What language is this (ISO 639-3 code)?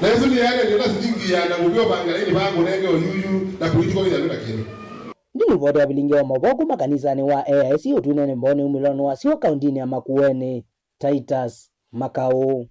kam